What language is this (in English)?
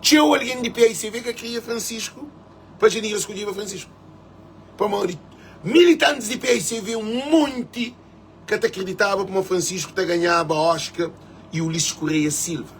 Kabuverdianu